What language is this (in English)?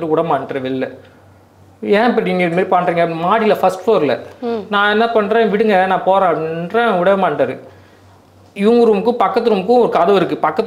Tamil